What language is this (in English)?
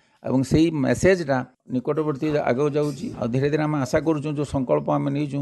Odia